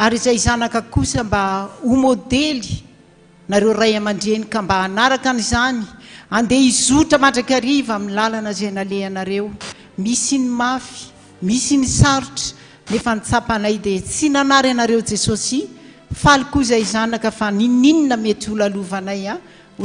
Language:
Malagasy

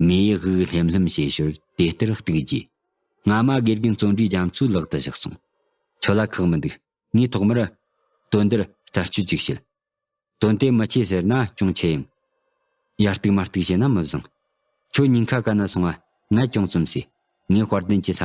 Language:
Tibetan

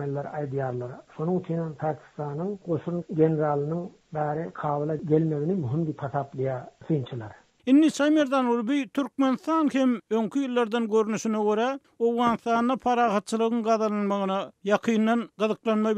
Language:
Turkmen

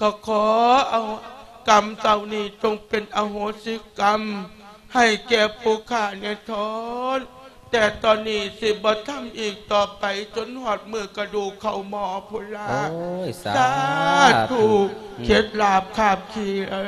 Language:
Lao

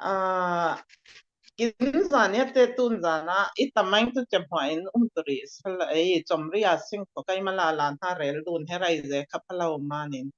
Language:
Falam Chin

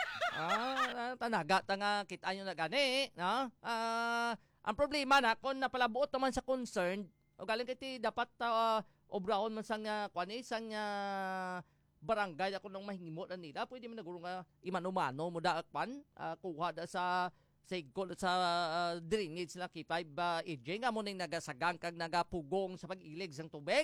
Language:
Hiligaynon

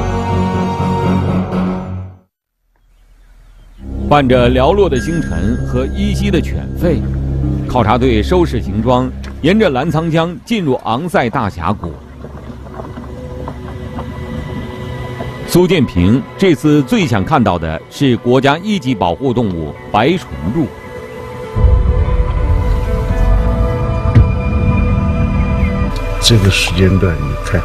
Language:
Chinese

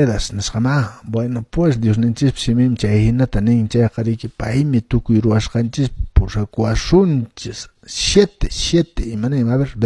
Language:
Quechua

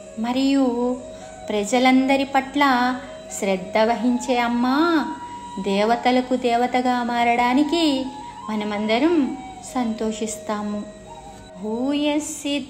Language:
Telugu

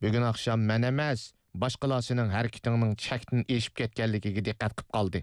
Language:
Uyghur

